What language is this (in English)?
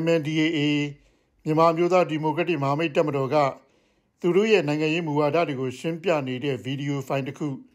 Burmese